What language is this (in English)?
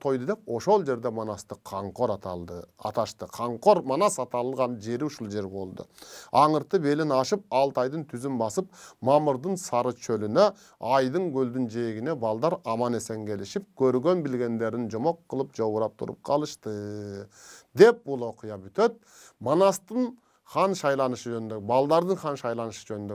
Kyrgyz